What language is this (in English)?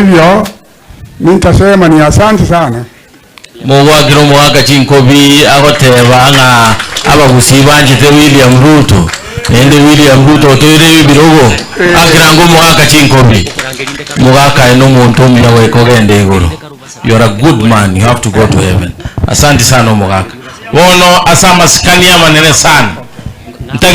Gusii